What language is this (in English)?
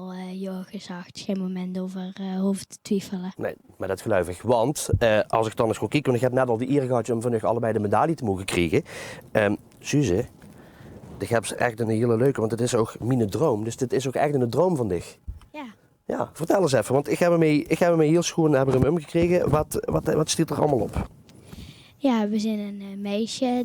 Limburgish